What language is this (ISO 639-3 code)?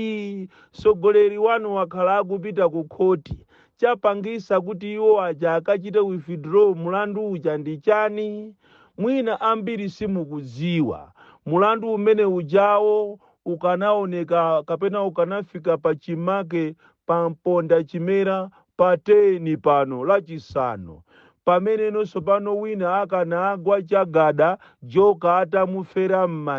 nya